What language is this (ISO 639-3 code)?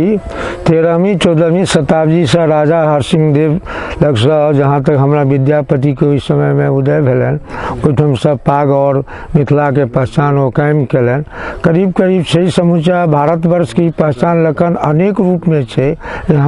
mai